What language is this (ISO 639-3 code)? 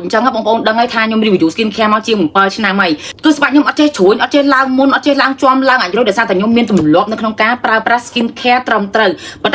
khm